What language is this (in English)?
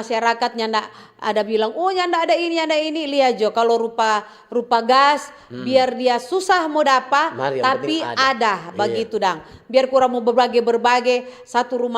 Manado Malay